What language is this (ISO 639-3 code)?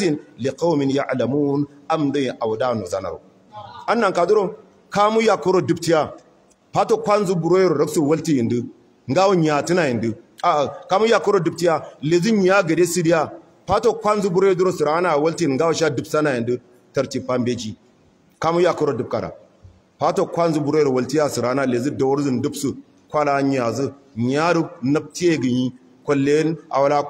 hau